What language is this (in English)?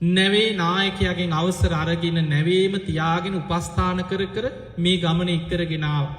Sinhala